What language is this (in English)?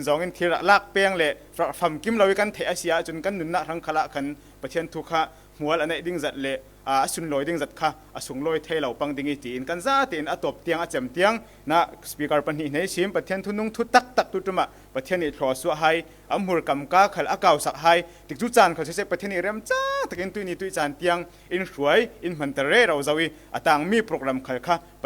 Falam Chin